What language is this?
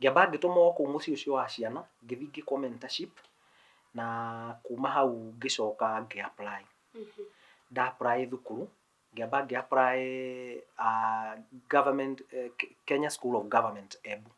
Kikuyu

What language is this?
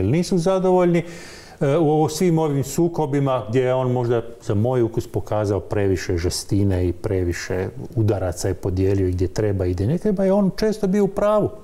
Croatian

